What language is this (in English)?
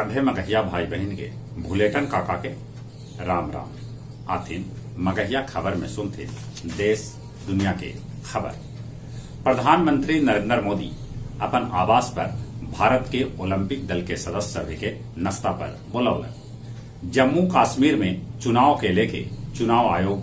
Magahi